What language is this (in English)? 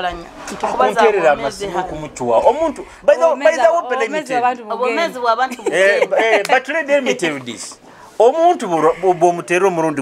Nyoro